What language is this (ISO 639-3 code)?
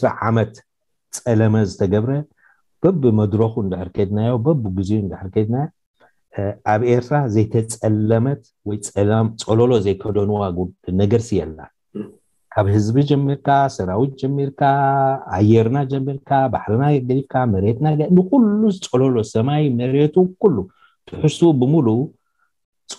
tir